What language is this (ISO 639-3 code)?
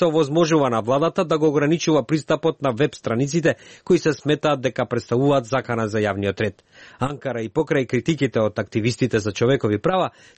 mkd